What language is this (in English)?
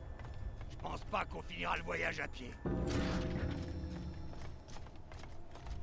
French